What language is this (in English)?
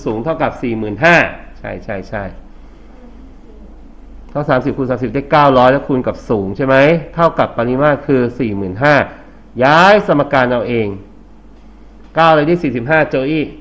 Thai